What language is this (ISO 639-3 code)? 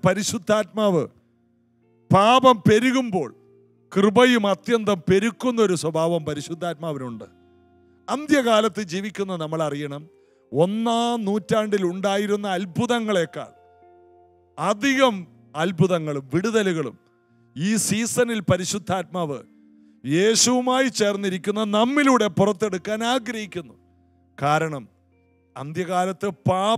mal